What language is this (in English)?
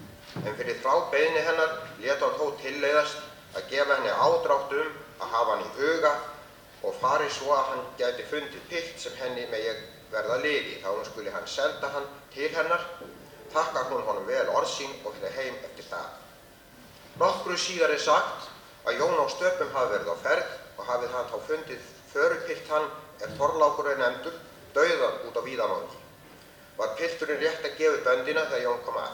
Icelandic